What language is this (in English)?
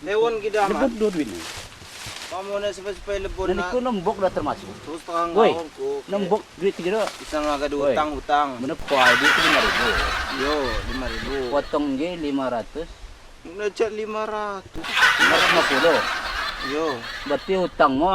Lampung Api